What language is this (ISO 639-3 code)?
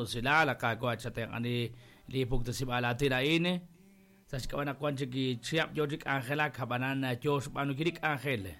kek